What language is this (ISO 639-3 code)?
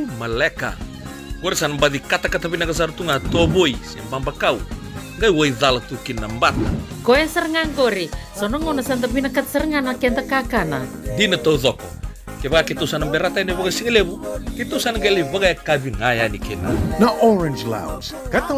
fij